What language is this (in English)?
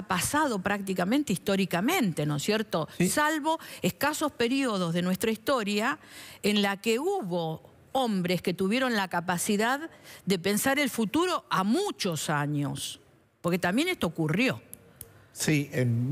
Spanish